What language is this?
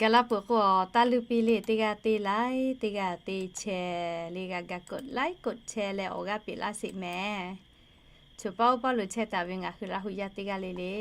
Lahu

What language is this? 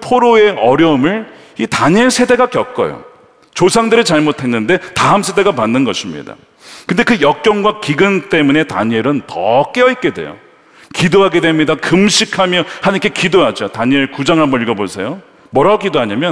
Korean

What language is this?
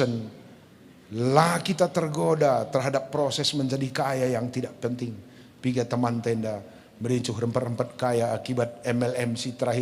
Batak Karo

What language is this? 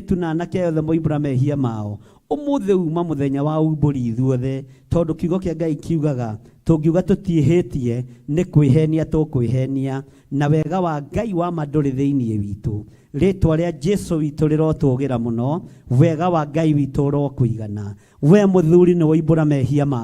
Kikuyu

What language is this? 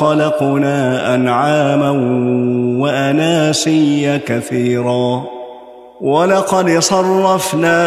Arabic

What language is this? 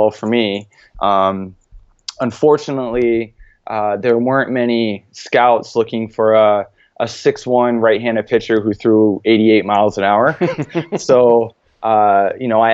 English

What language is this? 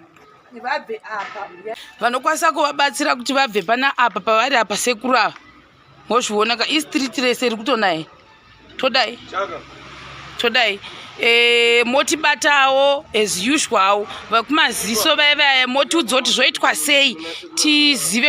Shona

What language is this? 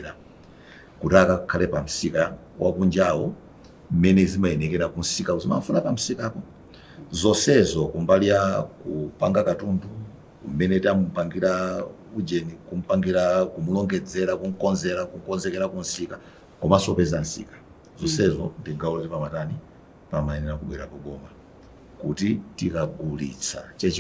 Nyanja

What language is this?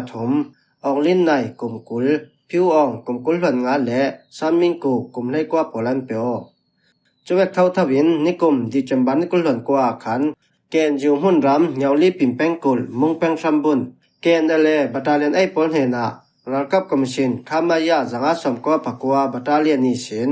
Falam Chin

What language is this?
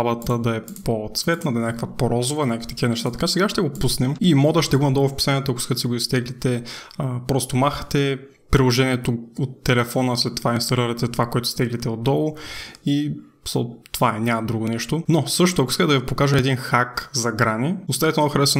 Bulgarian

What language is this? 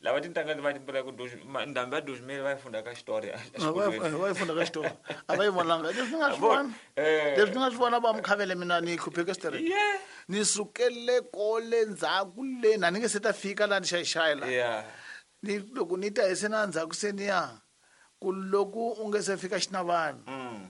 Tsonga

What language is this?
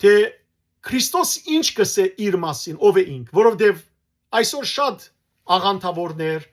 Western Armenian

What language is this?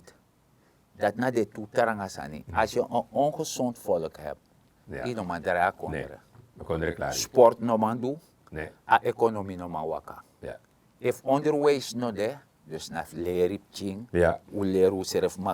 Sranan Tongo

